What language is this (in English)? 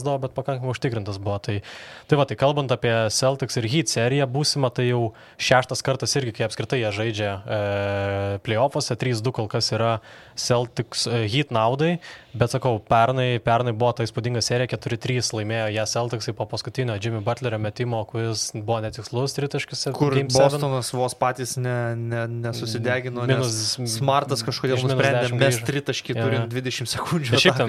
Lithuanian